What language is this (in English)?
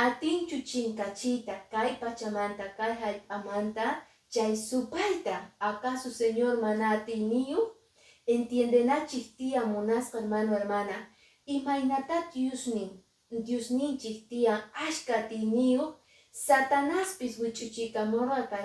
Quechua